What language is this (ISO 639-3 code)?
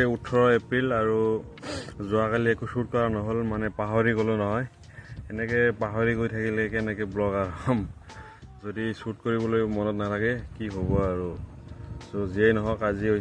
asm